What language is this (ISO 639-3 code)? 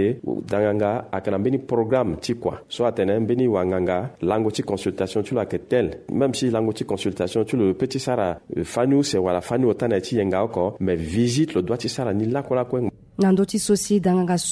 sag